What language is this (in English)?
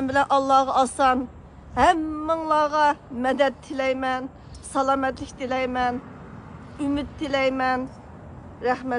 Uyghur